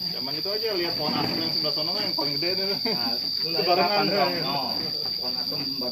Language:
Betawi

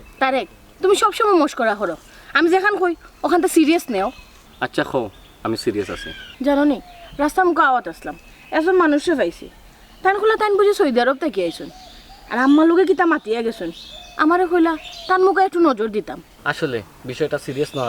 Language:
Sylheti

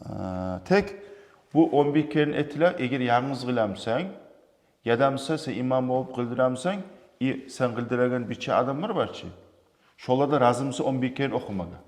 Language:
Kumyk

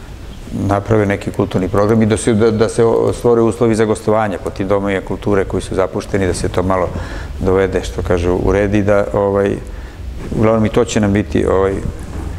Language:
Serbian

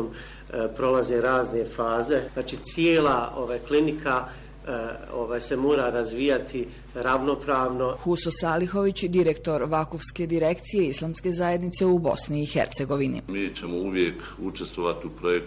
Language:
Bosnian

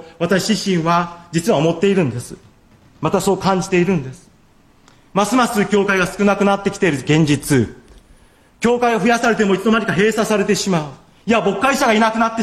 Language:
Japanese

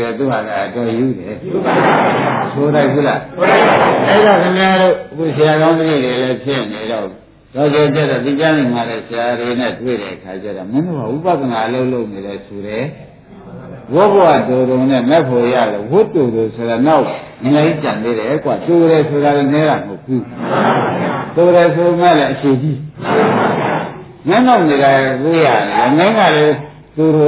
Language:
Burmese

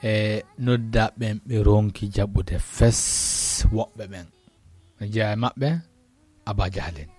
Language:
Fula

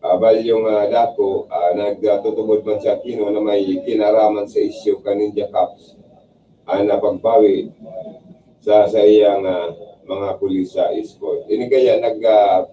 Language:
Bikol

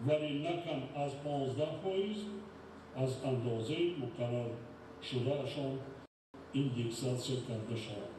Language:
Tajik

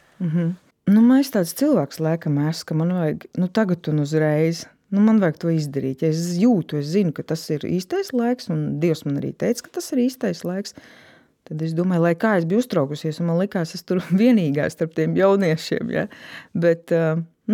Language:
Latvian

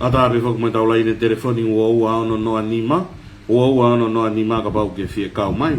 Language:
Tongan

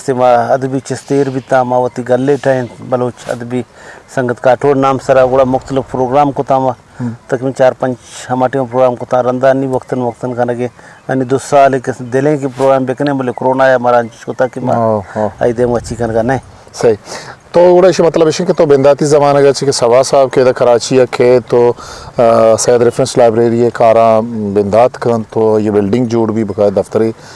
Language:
Eastern Balochi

